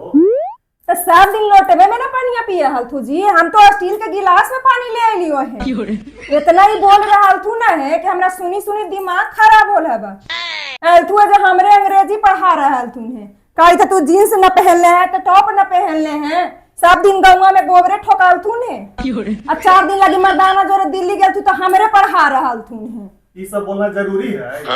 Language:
Magahi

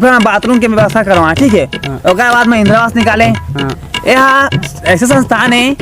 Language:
Chhattisgarhi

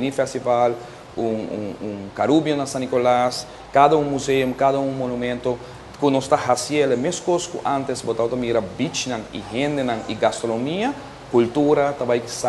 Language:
Papiamento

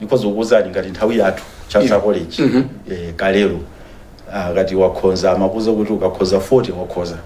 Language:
Nyanja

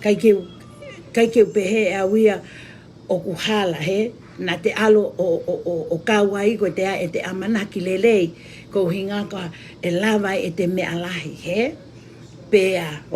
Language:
Tongan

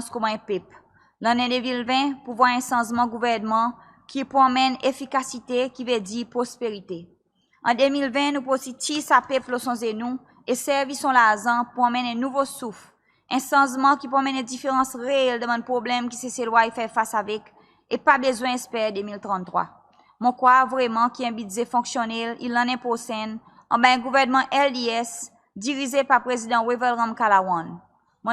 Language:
Seselwa Creole French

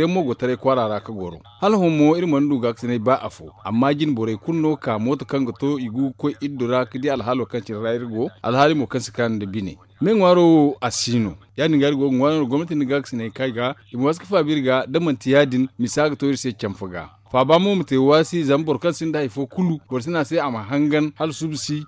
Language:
Zarma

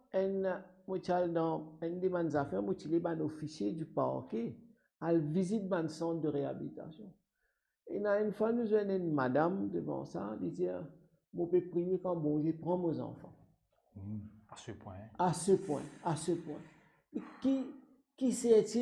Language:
Morisyen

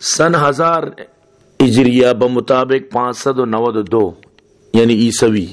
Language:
Baluchi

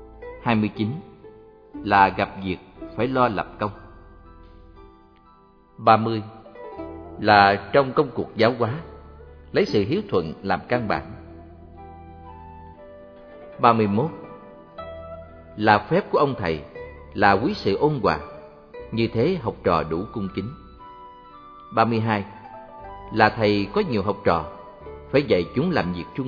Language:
Vietnamese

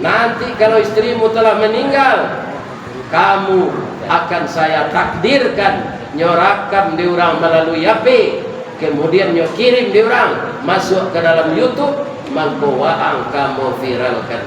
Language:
Minangkabau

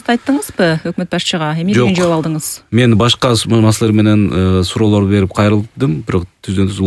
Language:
Kyrgyz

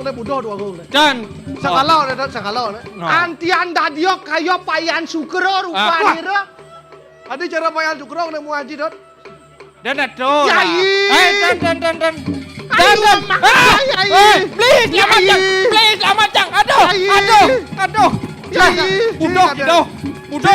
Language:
Balinese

